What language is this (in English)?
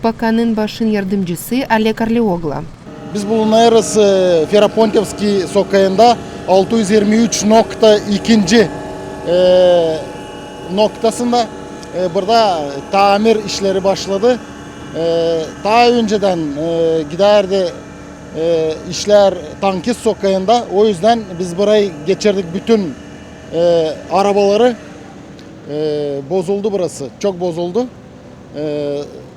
Gagauz